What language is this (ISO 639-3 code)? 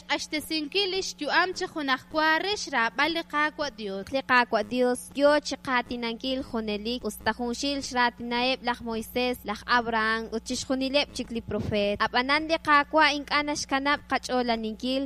kek